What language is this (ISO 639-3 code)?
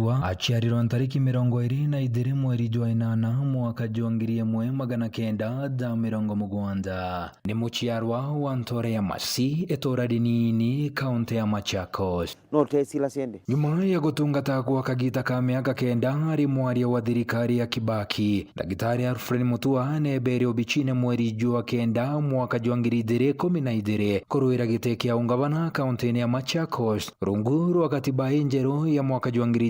mer